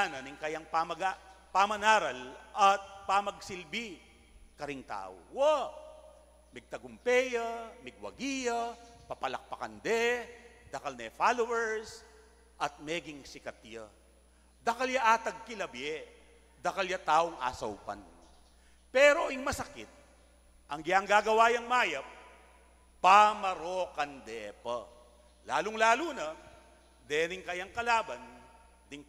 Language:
Pampanga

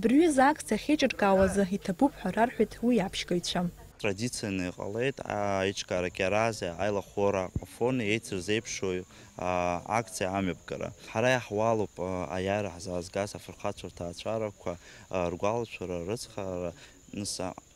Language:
Abkhazian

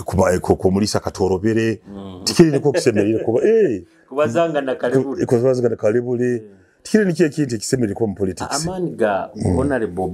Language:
Nyoro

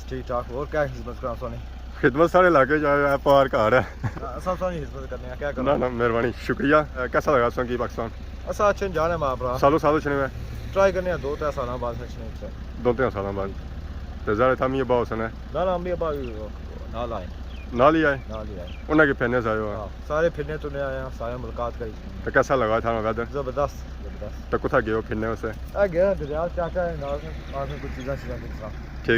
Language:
Pahari-Potwari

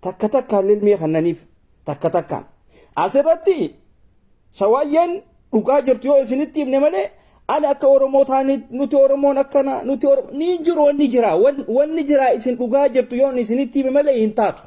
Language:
Oromo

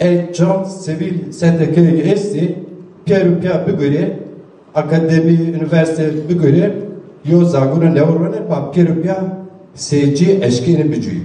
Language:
Zaza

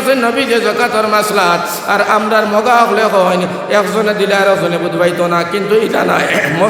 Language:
Sylheti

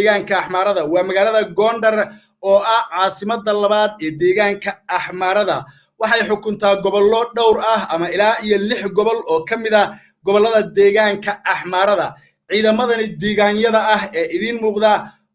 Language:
Somali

